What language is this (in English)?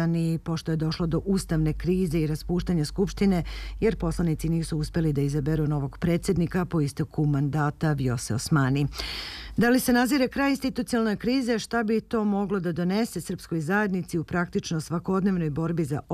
Serbian